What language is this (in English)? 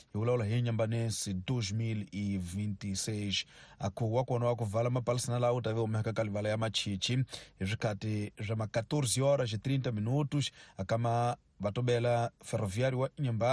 Tsonga